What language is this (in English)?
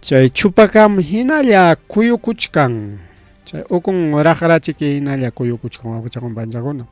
Ayacucho Quechua